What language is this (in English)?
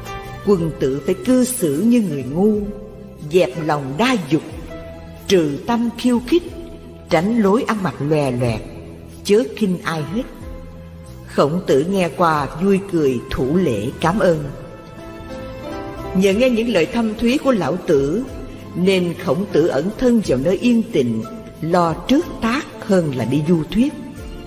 Vietnamese